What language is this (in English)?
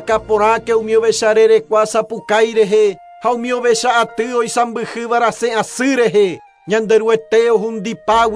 Guarani